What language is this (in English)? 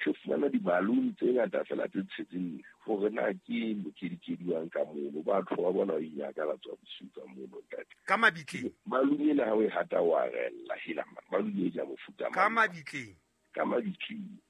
Southern Sotho